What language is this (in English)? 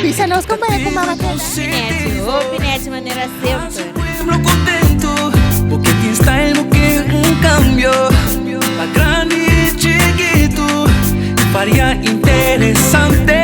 Papiamento